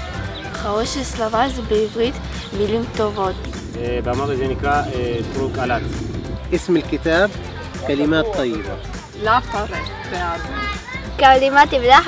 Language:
Hebrew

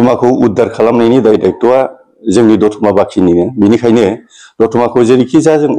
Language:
Bodo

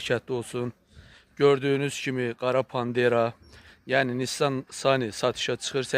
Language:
Azerbaijani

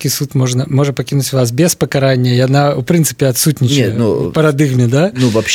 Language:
Belarusian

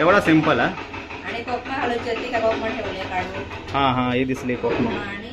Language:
Konkani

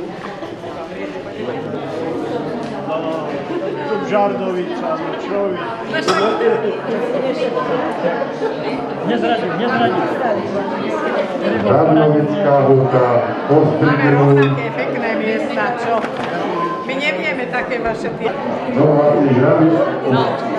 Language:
Slovak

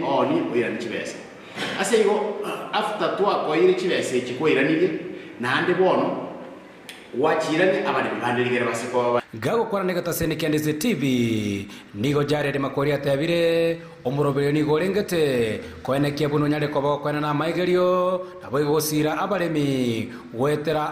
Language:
Gusii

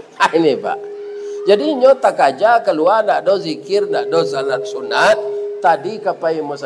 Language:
Minangkabau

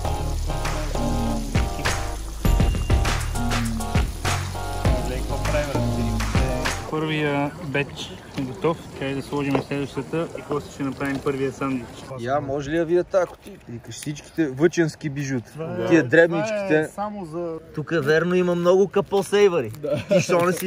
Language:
Bulgarian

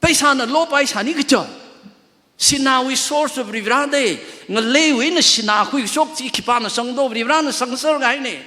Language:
Tangkhul Naga (India)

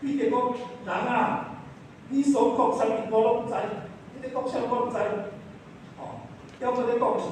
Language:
Min Nan Chinese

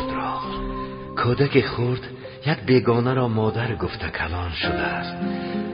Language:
Tajik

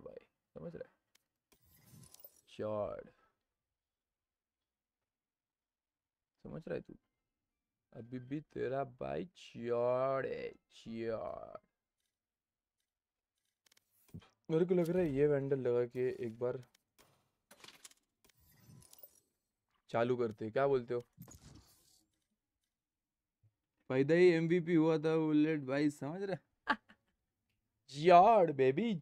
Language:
Hindi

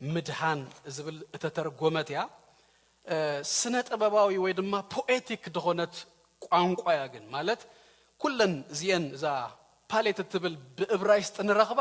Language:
Tigrinya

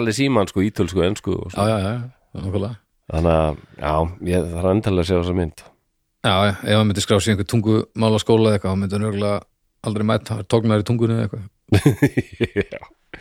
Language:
Icelandic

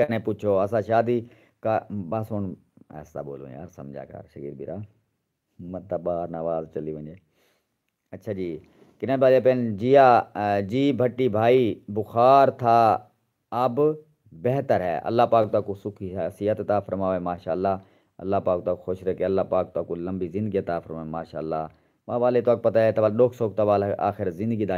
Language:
Saraiki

